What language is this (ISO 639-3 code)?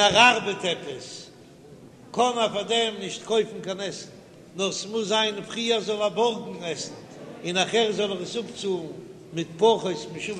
yid